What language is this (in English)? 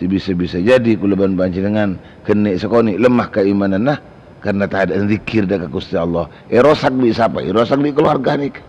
Madurese